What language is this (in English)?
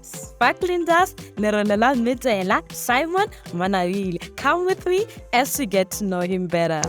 Northern Sotho